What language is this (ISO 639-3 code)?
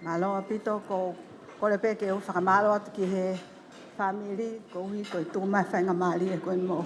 ton